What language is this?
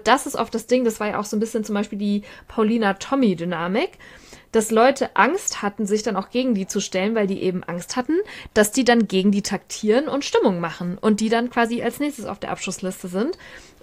German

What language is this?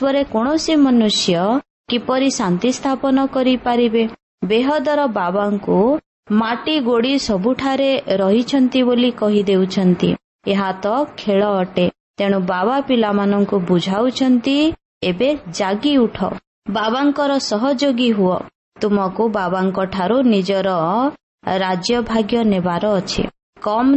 Odia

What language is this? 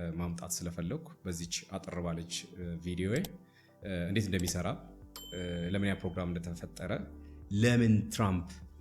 Amharic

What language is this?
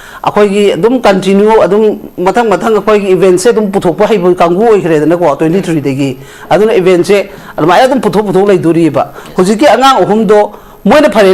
Manipuri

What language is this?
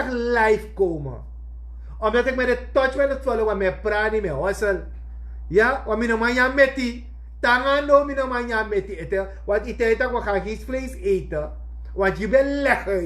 Sranan Tongo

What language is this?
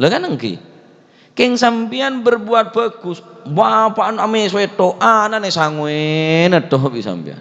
Madurese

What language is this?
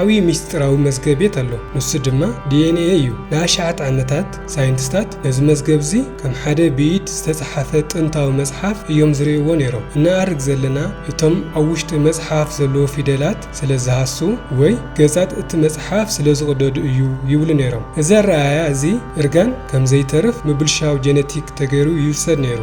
Tigrinya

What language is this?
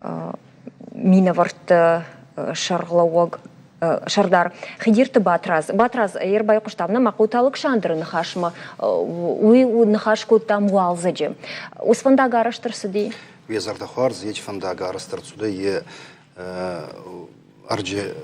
Ossetic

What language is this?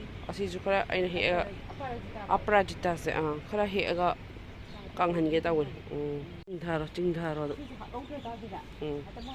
Manipuri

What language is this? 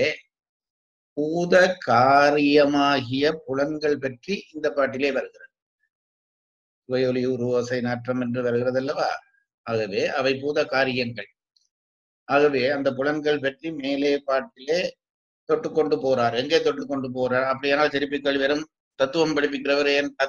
Tamil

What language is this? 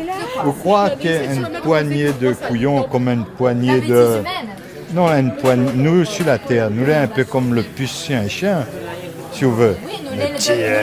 Réunion Creole French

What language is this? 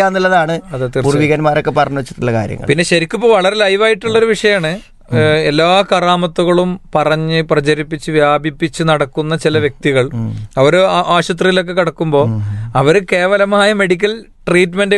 Malayalam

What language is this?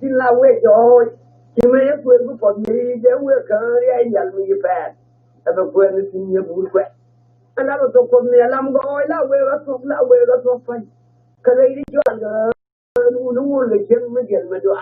Nuer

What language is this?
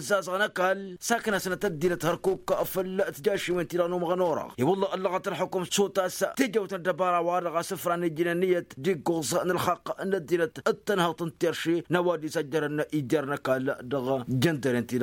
Tamasheq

